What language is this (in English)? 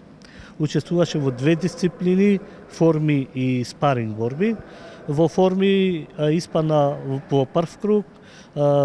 Macedonian